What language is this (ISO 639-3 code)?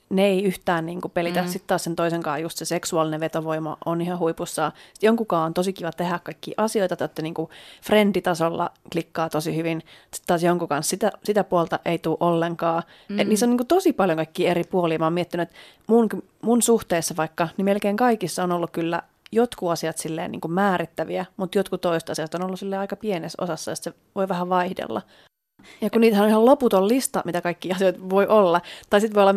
fin